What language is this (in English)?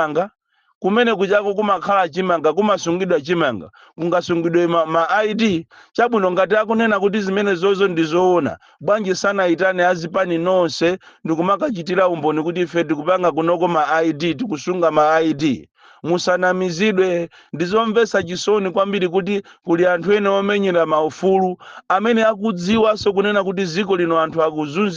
Nyanja